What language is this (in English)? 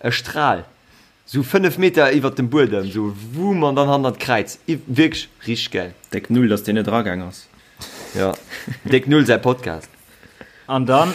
Luxembourgish